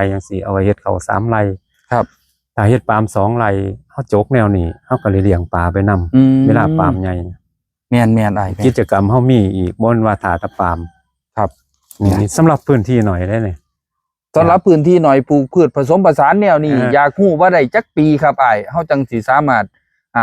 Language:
Northeastern Thai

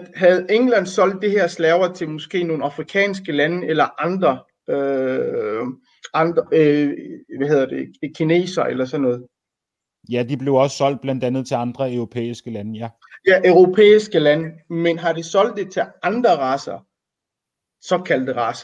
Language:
Danish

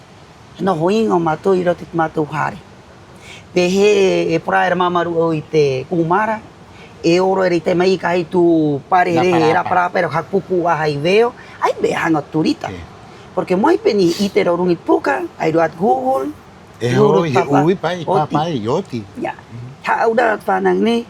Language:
Rapanui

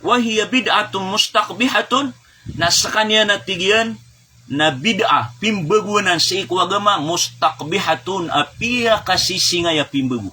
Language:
Maranao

